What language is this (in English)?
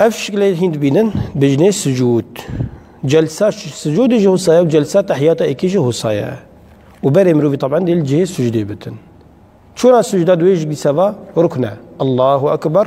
Kurdish